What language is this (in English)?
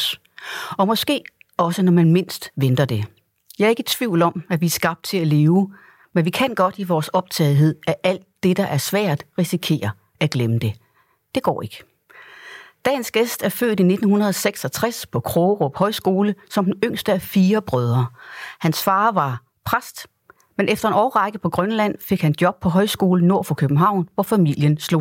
Danish